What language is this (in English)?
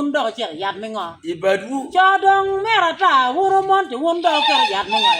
Acoli